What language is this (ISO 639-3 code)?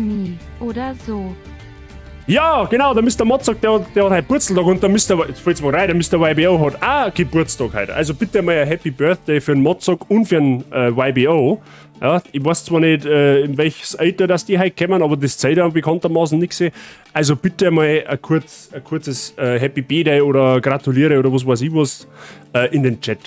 bar